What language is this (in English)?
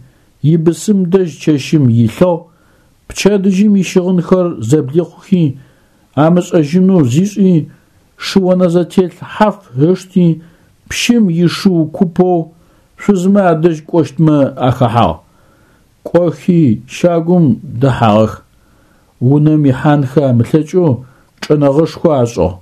Adyghe